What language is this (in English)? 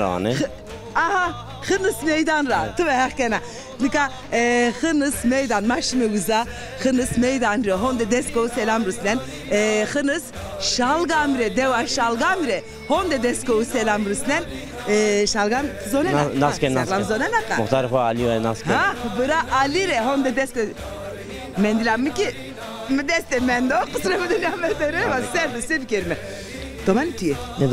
Zaza